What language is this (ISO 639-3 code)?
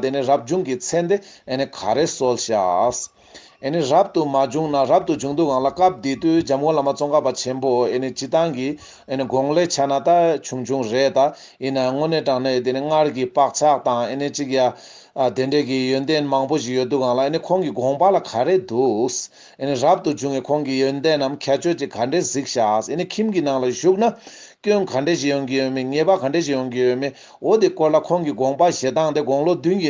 bod